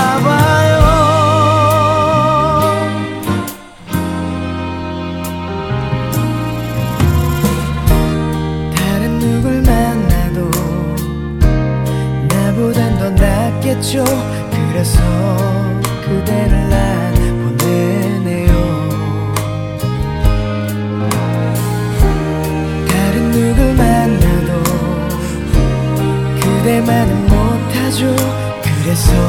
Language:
Korean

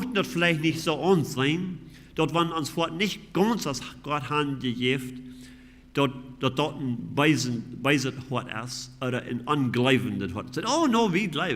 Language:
Plautdietsch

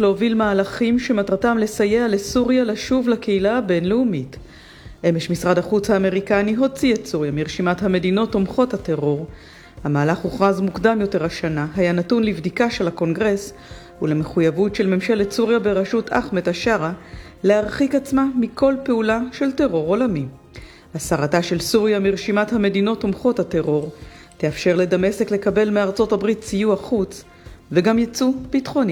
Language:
Hebrew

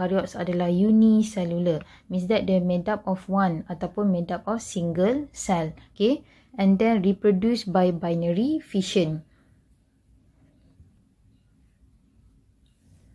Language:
Malay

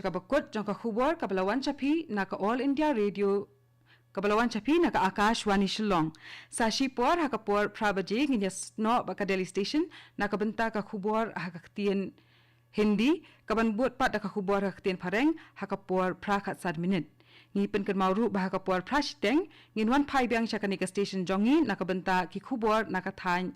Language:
Khasi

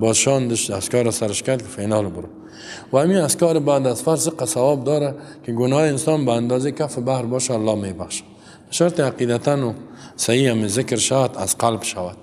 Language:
Persian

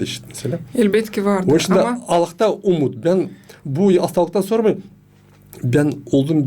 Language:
Gagauz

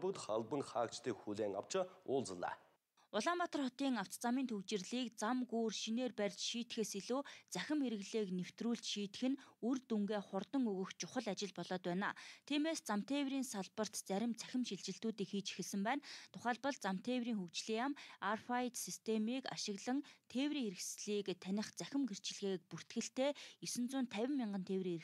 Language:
Mongolian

